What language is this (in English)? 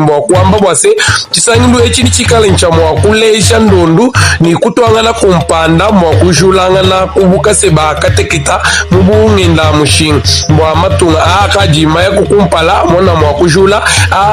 Luba-Lulua